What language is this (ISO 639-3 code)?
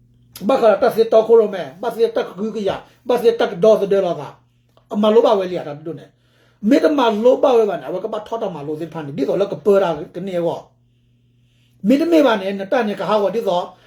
ksw